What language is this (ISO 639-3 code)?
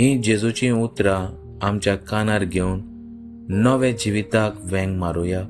kok